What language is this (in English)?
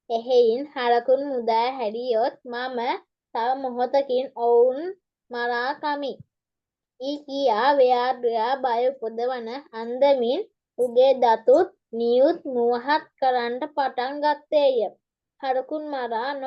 Sinhala